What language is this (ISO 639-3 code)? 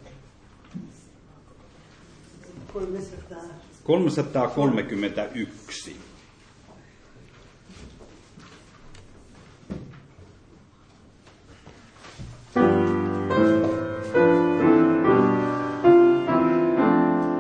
fin